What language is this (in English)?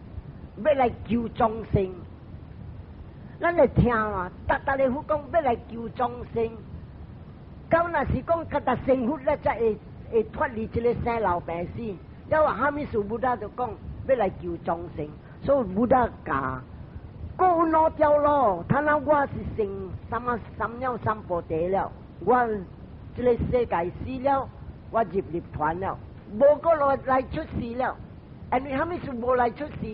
Min Nan Chinese